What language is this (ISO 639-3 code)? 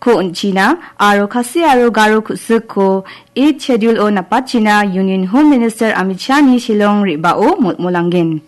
grt